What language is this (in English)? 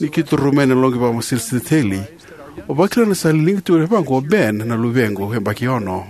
Fijian